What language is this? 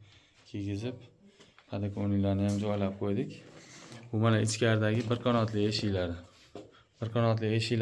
Uzbek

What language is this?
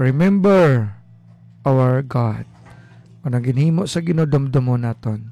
Hiligaynon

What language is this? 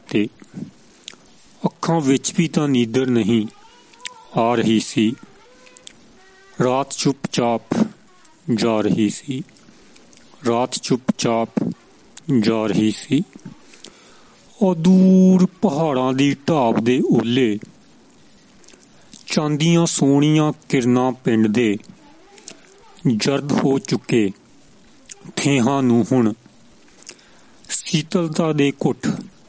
Punjabi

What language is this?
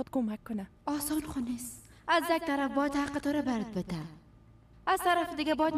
Persian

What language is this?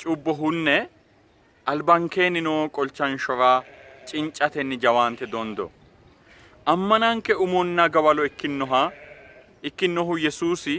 Sidamo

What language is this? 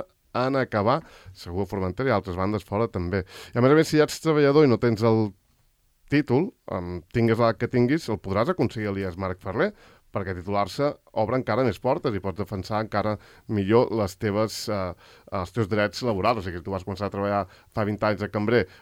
Catalan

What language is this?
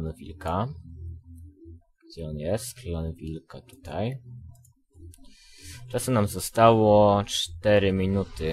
Polish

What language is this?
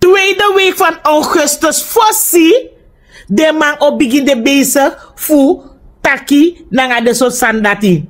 Sranan Tongo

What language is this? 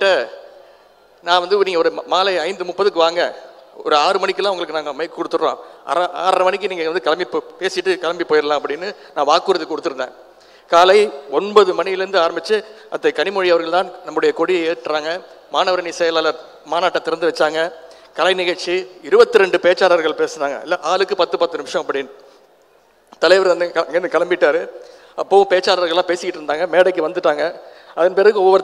Tamil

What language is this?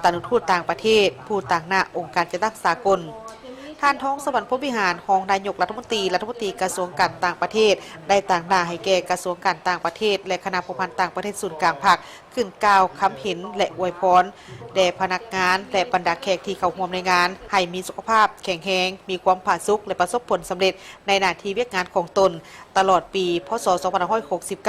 Lao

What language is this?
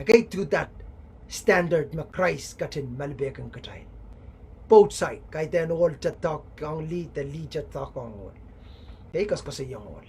Pohnpeian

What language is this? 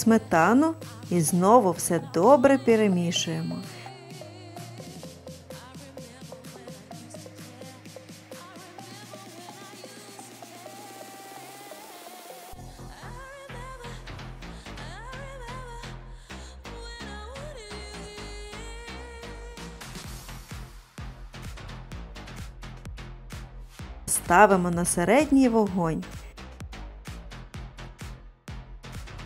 Ukrainian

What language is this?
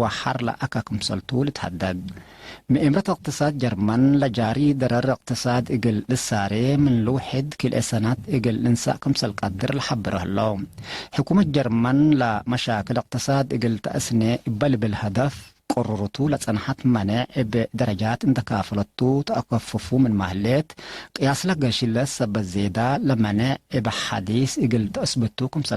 Tigre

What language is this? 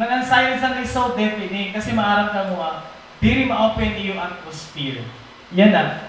Waray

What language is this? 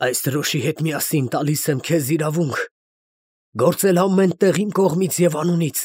Armenian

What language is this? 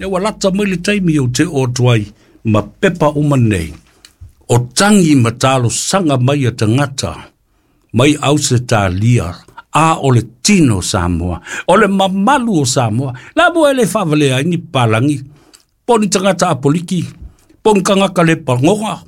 Samoan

